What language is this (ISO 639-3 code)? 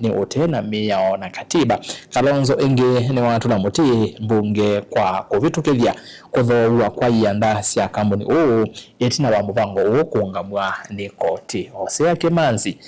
kam